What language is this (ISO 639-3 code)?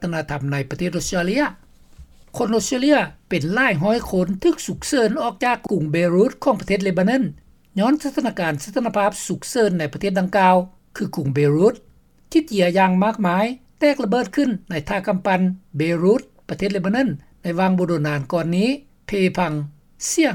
lao